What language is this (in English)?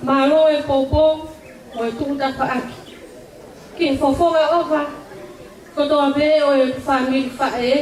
Tongan